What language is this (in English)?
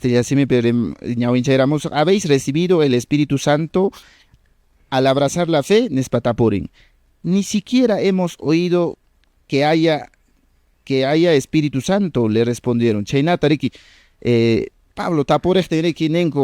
Quechua